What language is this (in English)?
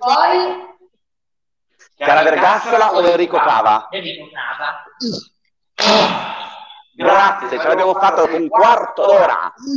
Italian